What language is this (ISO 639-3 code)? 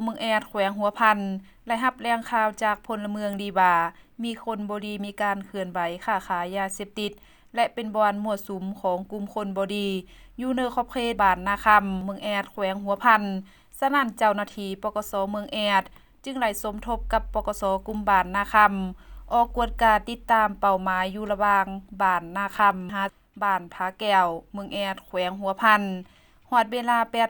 lao